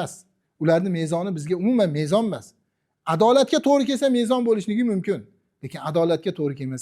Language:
Uzbek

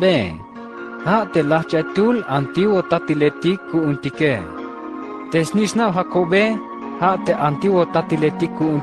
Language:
Tzeltal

